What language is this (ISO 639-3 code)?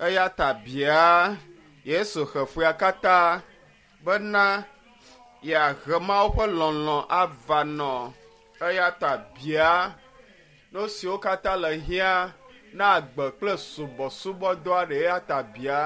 ewe